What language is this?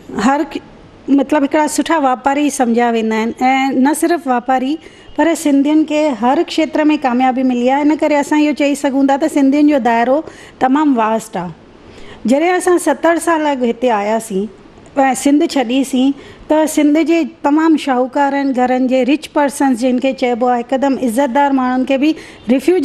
Sindhi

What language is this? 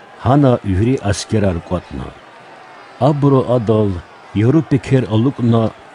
Lezghian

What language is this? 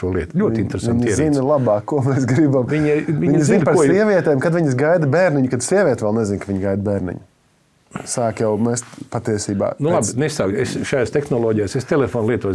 Latvian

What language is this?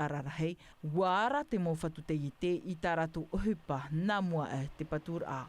Tahitian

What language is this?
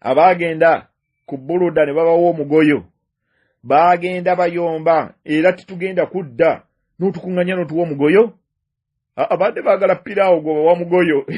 Ganda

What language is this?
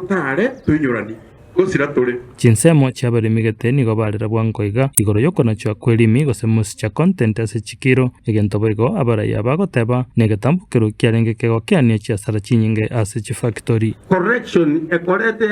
Gusii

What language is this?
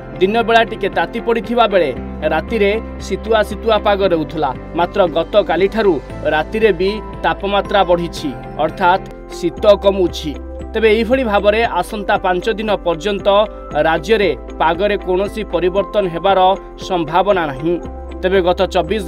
Odia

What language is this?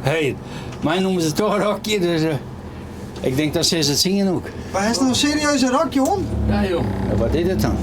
Western Frisian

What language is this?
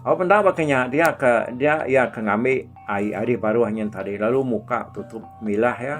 Iban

